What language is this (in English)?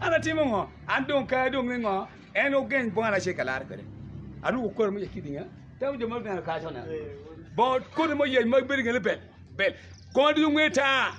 Acoli